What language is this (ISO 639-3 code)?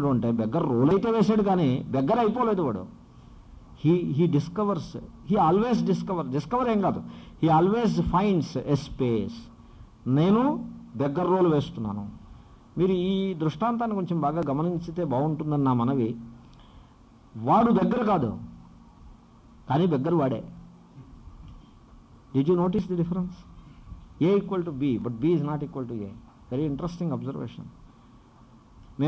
tel